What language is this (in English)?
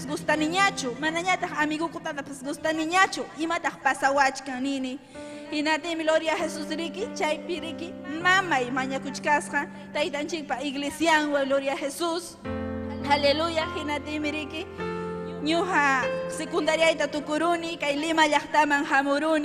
Ayacucho Quechua